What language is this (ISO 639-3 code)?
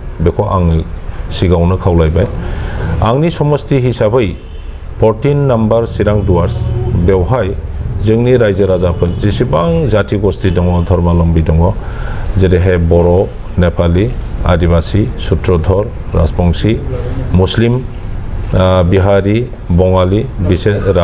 brx